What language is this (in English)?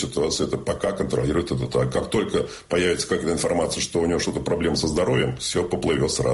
Russian